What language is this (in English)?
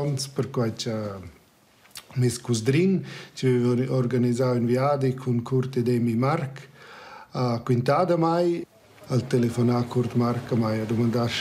Romansh